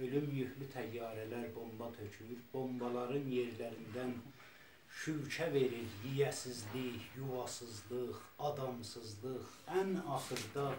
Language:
South Azerbaijani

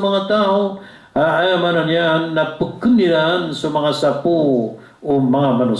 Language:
Maranao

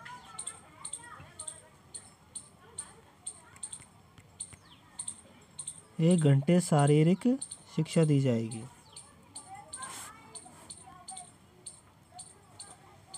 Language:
Hindi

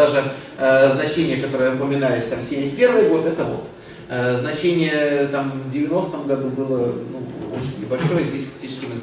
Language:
Russian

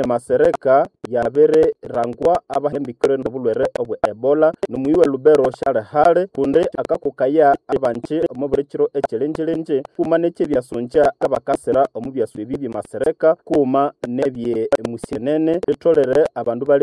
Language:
Nande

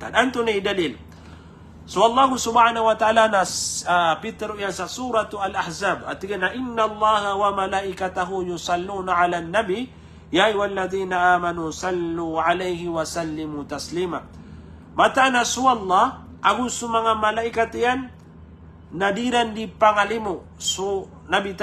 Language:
Maranao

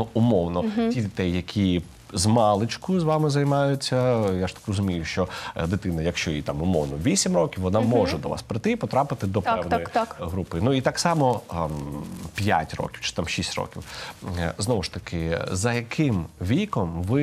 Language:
Ukrainian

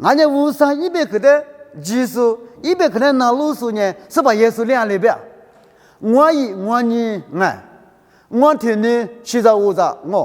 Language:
Lisu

